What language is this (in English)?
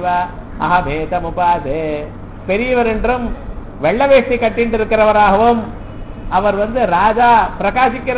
Tamil